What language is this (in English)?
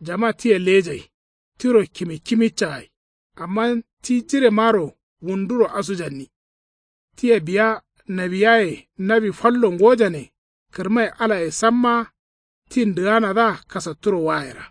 Kanuri